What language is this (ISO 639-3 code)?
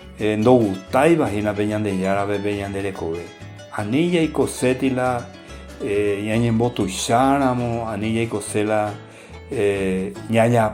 grn